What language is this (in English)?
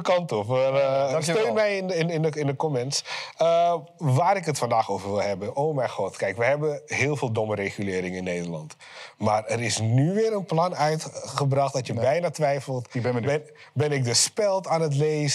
Dutch